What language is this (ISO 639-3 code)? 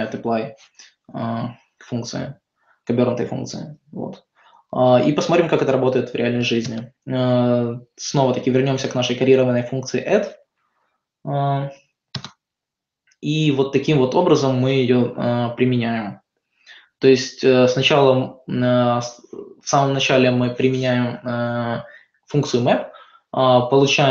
rus